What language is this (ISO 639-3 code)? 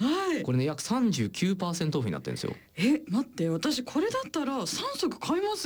jpn